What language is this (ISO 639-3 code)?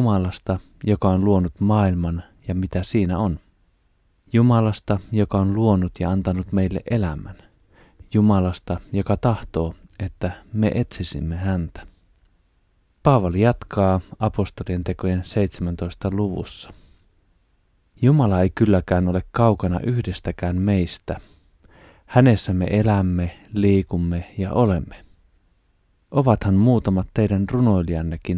fin